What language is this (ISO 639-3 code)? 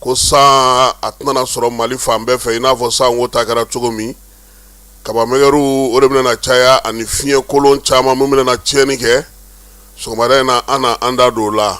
bam